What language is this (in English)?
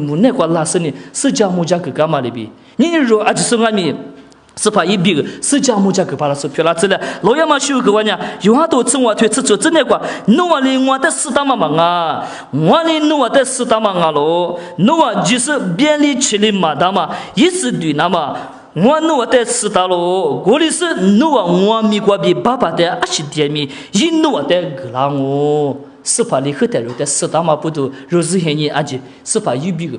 Lisu